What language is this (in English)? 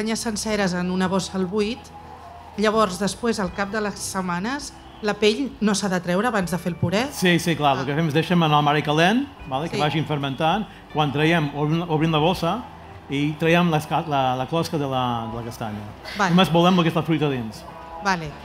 Catalan